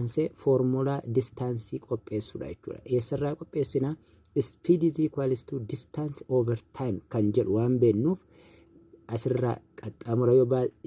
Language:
Oromo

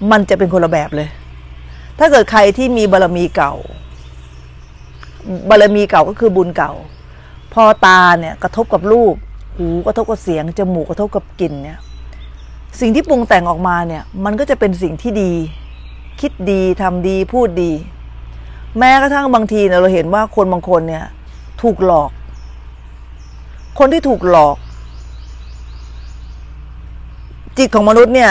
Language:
Thai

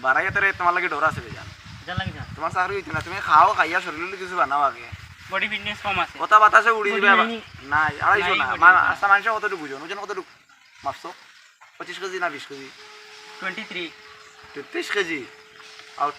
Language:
Sylheti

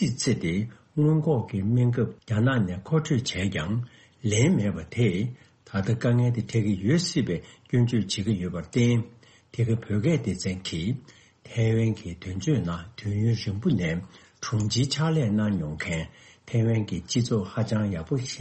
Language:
Tibetan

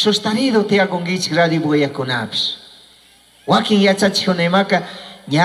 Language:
Chimborazo Highland Quichua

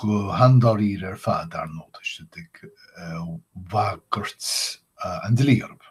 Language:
Irish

